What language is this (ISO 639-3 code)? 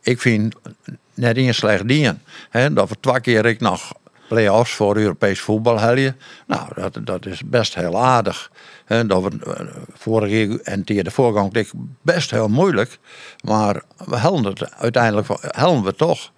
fry